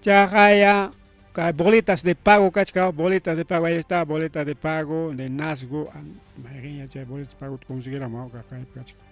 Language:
Ayacucho Quechua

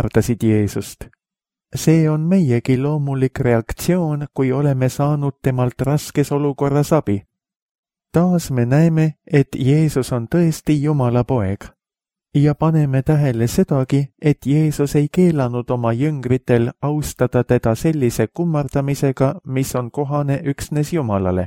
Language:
Estonian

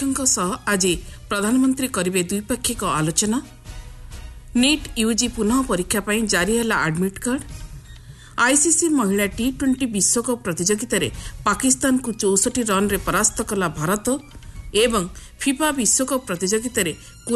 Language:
Odia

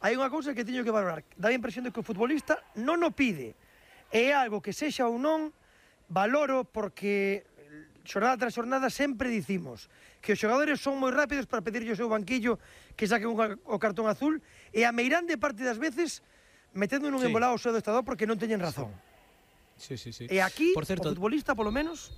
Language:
Galician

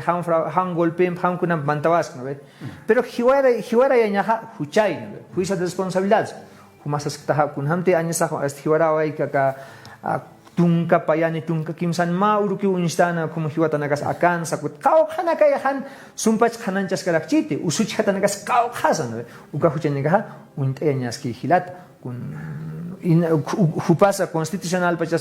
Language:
Aymara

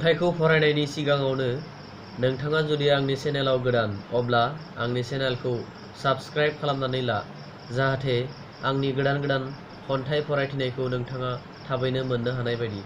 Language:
Bodo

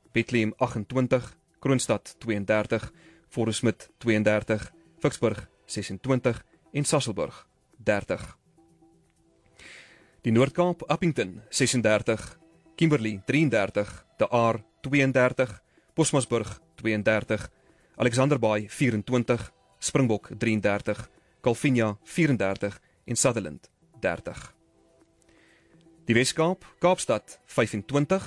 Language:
Afrikaans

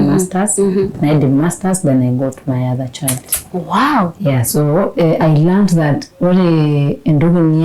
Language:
Masai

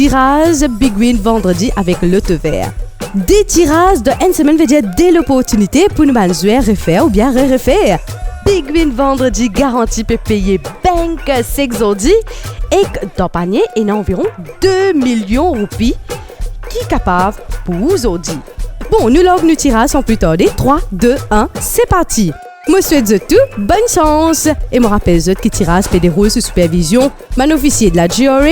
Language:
Morisyen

